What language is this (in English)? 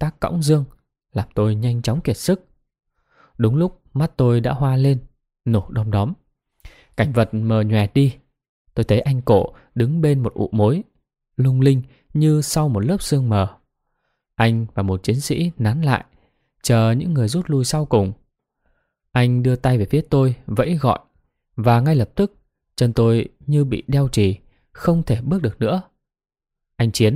Vietnamese